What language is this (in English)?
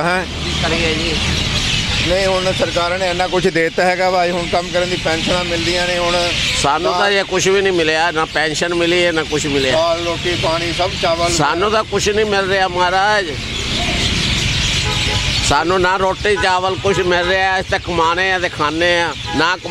Punjabi